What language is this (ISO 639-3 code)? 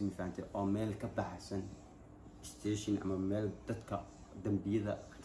som